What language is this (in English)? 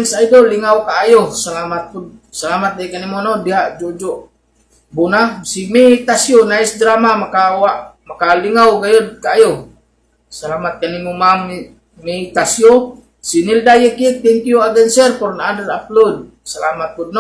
Cebuano